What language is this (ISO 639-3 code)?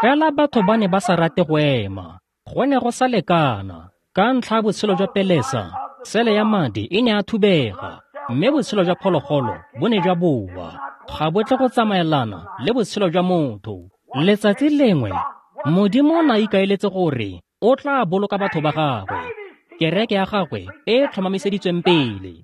tsn